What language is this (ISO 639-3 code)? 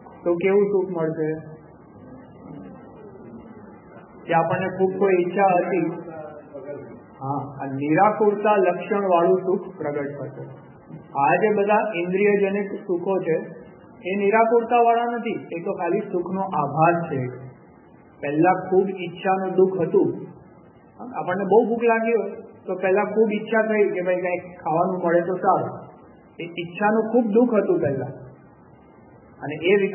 guj